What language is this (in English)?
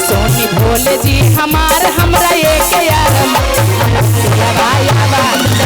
Magahi